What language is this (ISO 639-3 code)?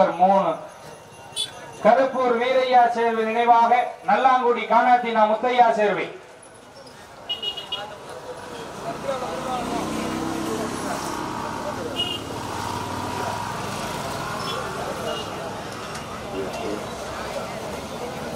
tam